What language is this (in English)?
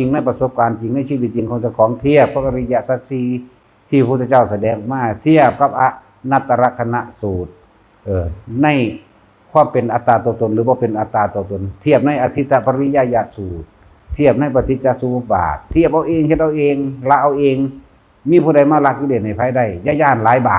Northeastern Thai